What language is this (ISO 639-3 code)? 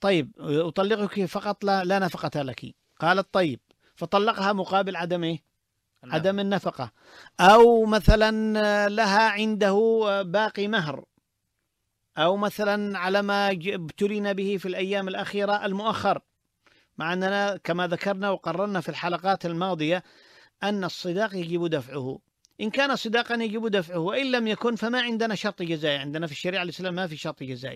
ara